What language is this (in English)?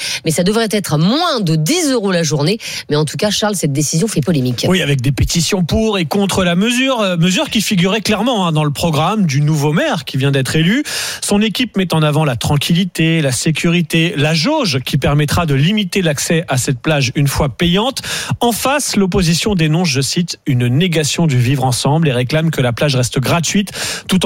French